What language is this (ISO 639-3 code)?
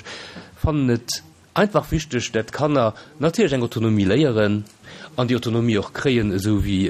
ltz